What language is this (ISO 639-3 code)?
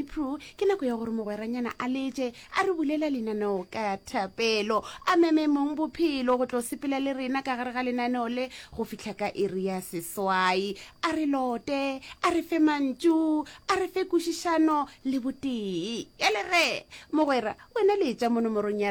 nso